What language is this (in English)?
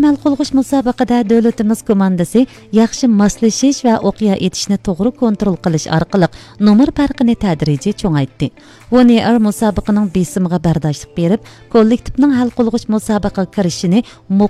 Uyghur